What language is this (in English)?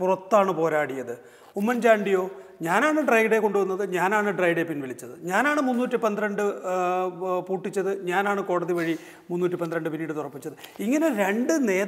Malayalam